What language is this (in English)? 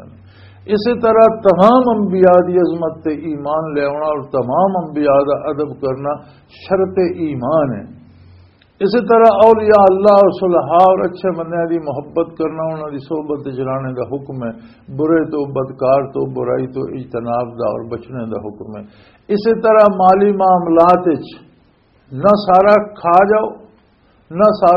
Western Panjabi